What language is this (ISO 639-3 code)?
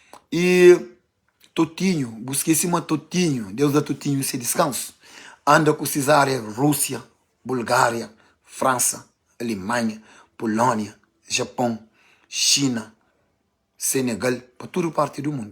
kea